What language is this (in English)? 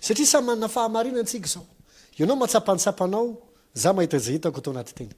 Malagasy